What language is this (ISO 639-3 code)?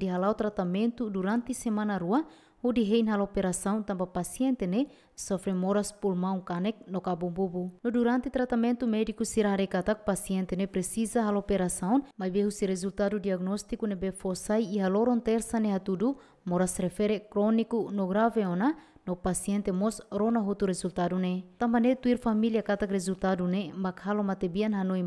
tet